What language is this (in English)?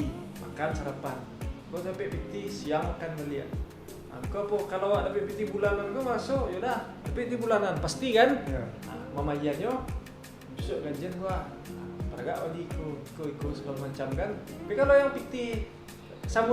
Minangkabau